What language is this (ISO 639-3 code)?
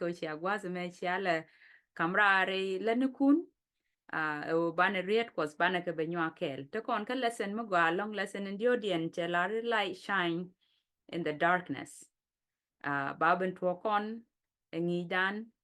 nus